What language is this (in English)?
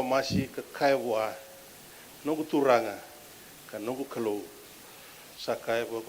Fijian